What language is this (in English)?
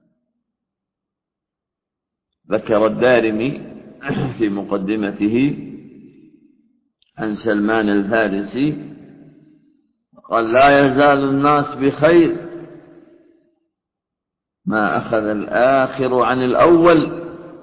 Arabic